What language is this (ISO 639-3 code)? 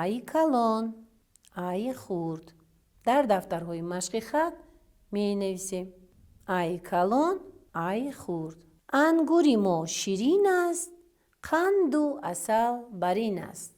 tgk